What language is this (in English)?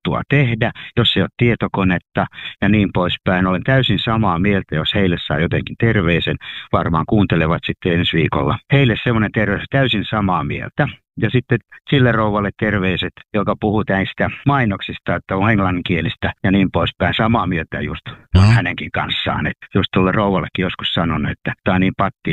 Finnish